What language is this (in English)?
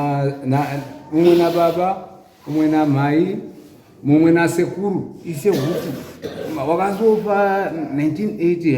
Shona